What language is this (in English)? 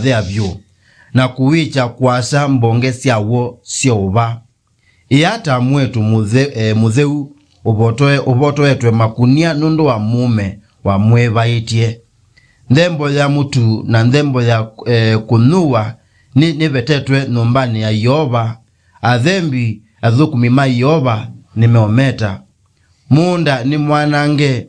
Kamba